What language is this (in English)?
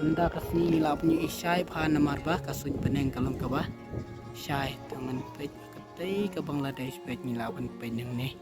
Khasi